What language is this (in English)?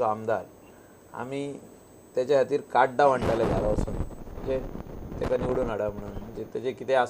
Konkani